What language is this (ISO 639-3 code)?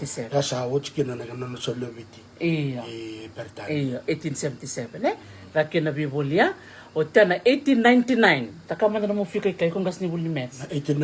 fij